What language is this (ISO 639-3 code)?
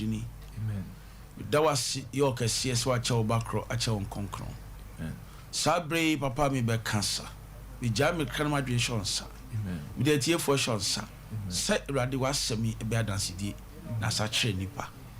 aka